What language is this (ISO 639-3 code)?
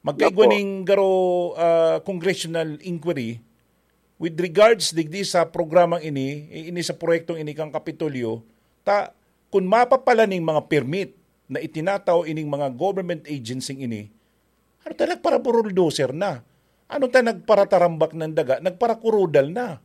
bik